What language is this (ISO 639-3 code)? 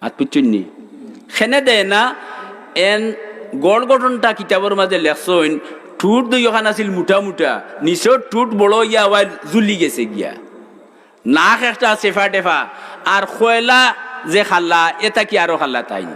syl